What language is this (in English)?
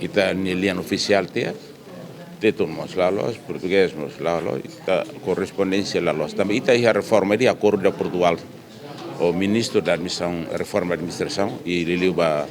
Tetum